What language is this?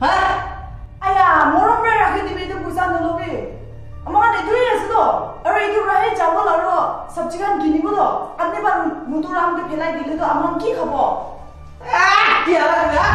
Naga Pidgin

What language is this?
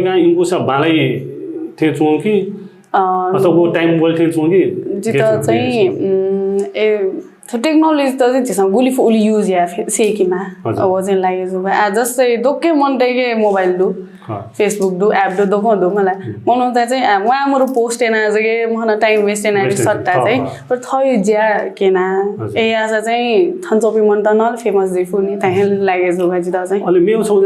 Newari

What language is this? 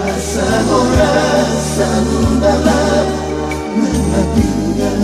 Batak Toba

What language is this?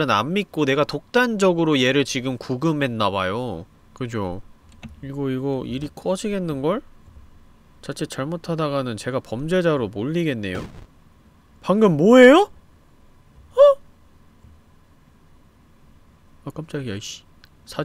Korean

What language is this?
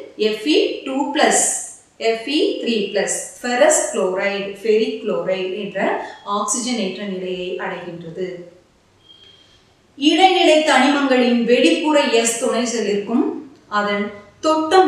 Tamil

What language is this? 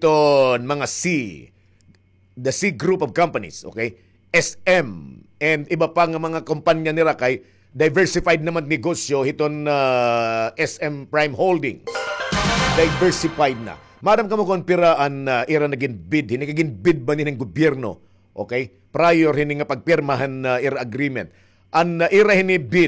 Waray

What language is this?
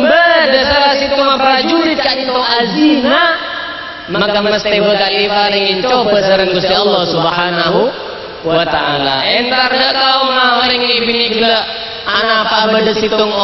Madurese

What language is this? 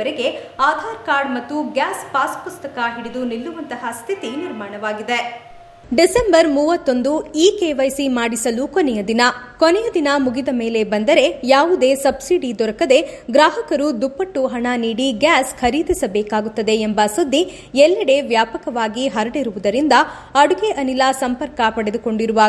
Kannada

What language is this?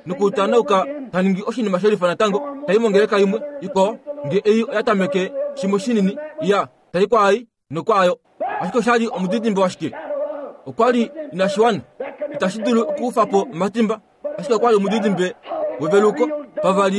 Kuanyama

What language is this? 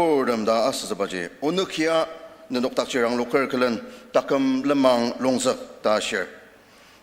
Ao Naga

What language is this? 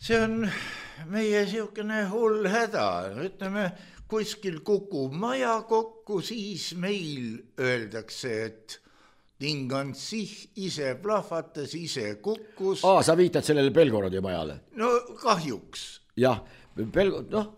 Estonian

